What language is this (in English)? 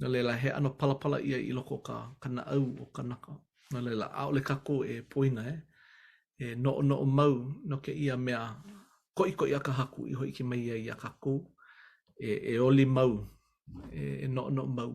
Hawaiian